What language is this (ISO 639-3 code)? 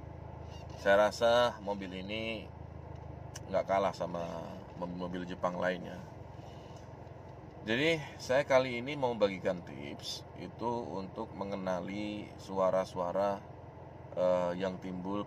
ind